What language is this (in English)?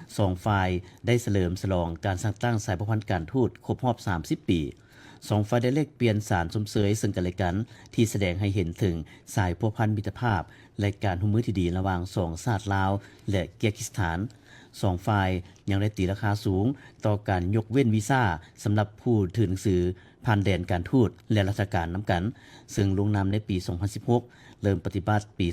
Lao